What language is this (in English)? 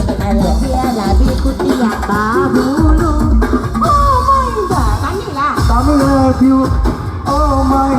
Minangkabau